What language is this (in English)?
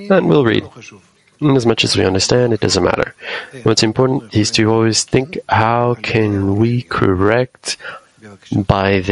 English